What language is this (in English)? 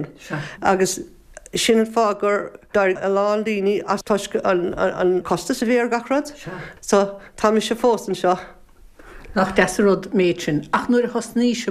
Irish